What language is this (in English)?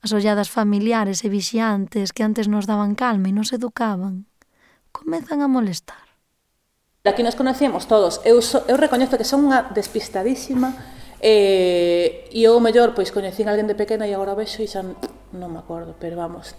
Galician